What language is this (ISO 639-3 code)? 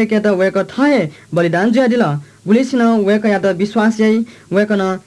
new